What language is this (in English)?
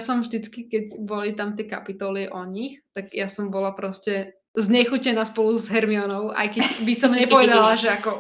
Slovak